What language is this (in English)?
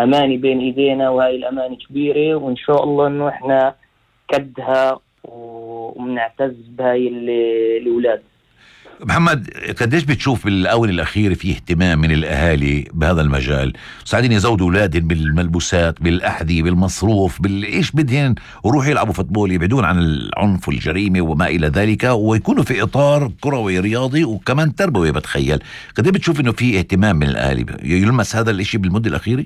North Levantine Arabic